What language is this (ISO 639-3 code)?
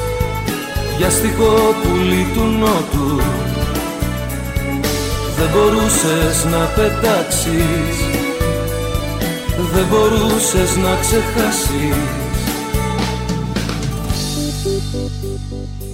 ell